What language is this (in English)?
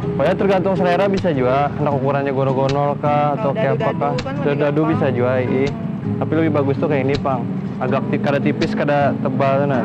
Banjar